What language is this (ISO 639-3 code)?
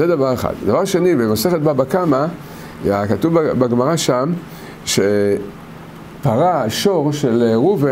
heb